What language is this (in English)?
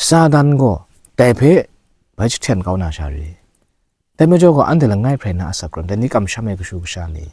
Kachin